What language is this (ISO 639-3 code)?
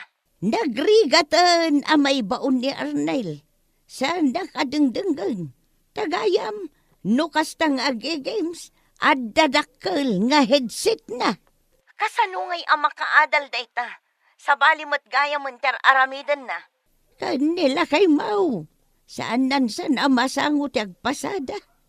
ilo